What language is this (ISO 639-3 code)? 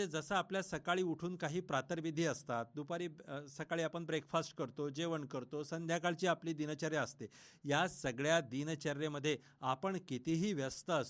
mar